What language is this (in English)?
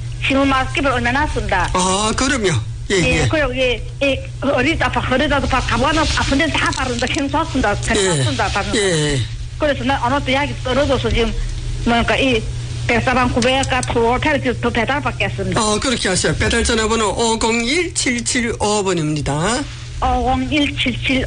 Korean